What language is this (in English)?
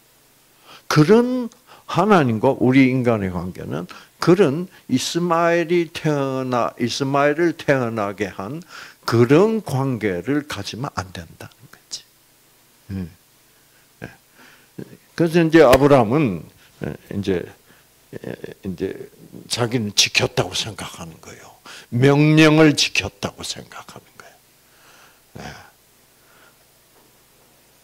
Korean